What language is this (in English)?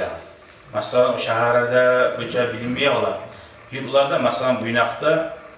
Kumyk